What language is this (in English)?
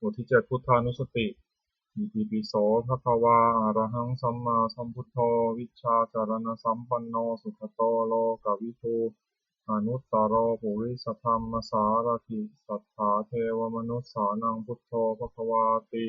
Pali